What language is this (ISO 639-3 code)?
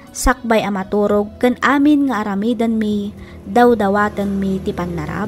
ilo